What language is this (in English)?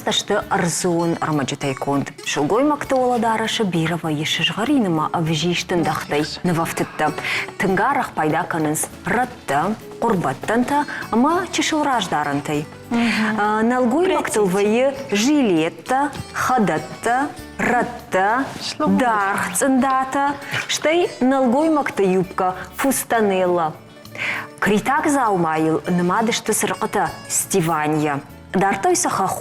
Ossetic